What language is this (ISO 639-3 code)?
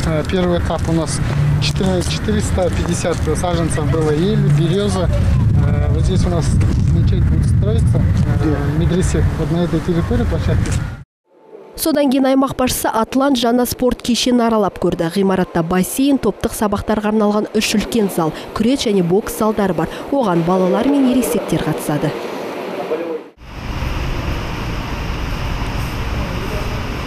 kaz